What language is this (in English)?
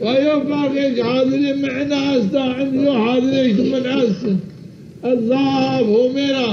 Zaza